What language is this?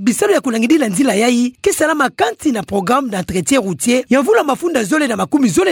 Kituba (Democratic Republic of Congo)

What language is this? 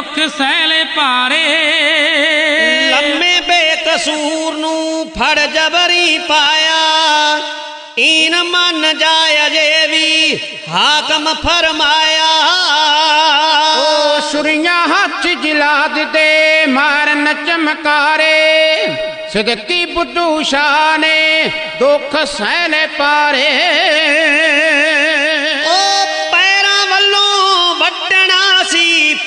Punjabi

